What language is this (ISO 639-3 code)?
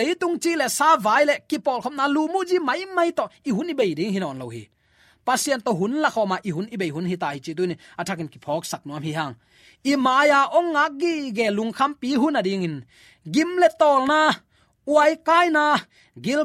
ctd